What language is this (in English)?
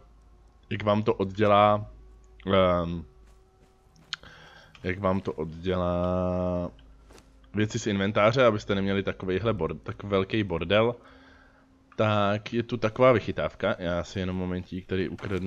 Czech